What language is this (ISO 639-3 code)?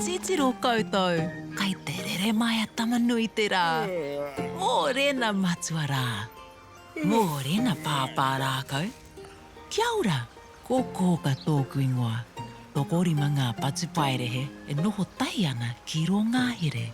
mri